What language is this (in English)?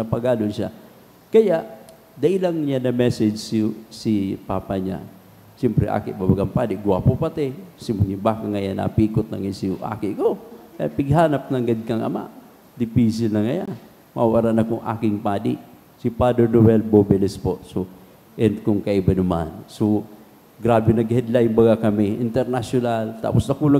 Bikol